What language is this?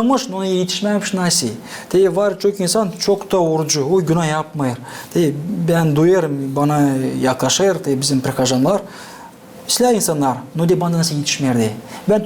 Gagauz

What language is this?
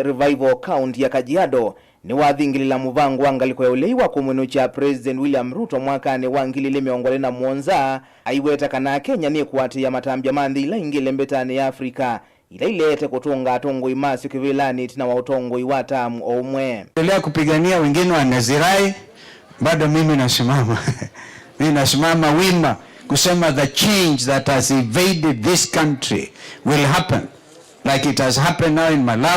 Kamba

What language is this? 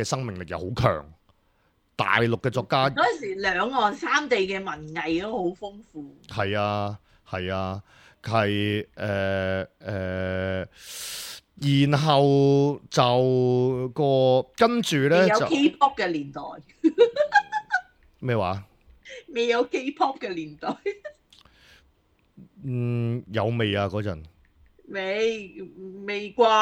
Cantonese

